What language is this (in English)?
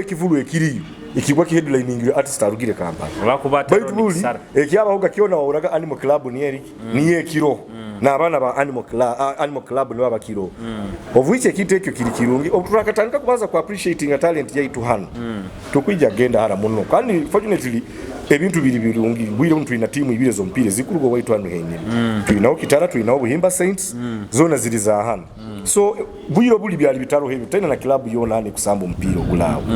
Nyoro